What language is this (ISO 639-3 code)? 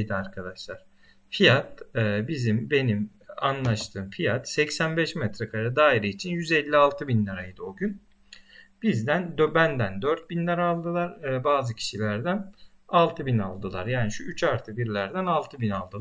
tur